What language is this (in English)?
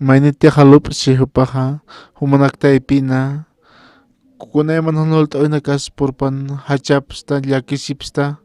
Aymara